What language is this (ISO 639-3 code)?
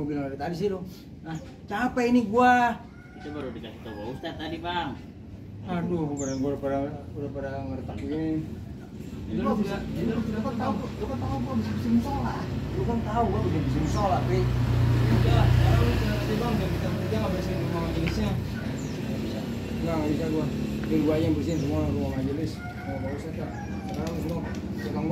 bew